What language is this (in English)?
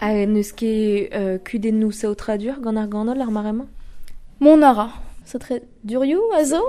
Breton